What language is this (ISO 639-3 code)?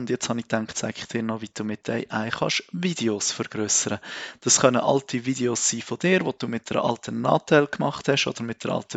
gsw